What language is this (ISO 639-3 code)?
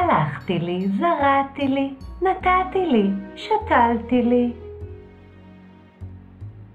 heb